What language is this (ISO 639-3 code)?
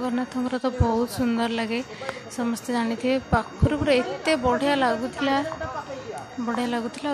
ori